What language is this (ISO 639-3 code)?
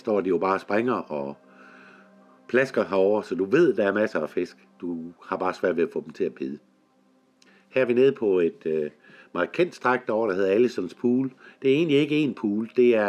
dan